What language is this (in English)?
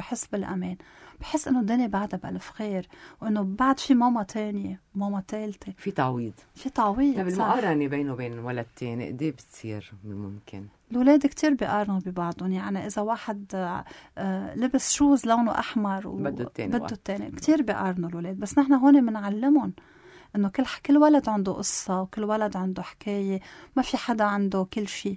North Levantine Arabic